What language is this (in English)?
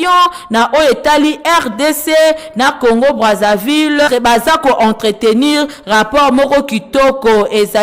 Lingala